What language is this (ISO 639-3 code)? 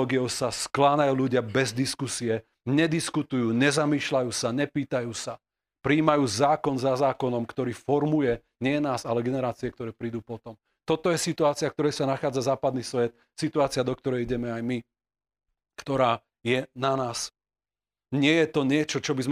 slk